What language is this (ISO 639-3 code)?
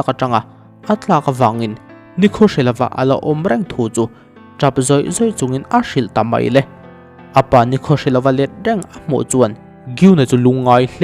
lus